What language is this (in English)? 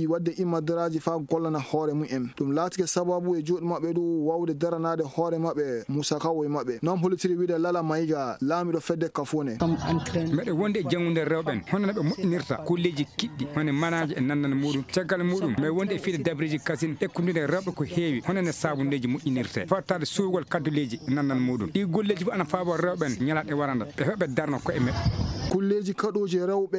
Fula